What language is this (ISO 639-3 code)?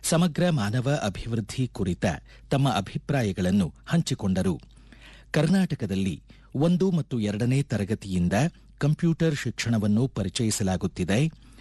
kan